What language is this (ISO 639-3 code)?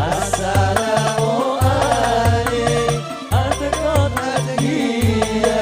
mad